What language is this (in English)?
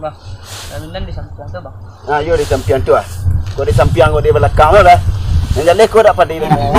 Minangkabau